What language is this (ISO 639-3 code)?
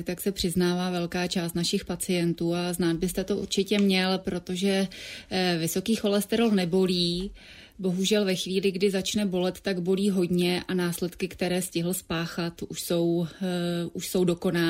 ces